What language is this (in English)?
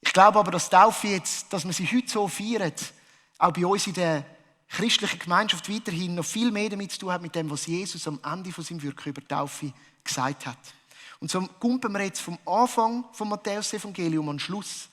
Swiss German